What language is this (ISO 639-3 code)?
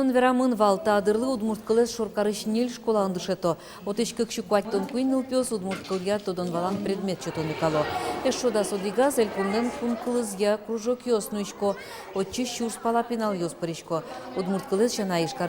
udm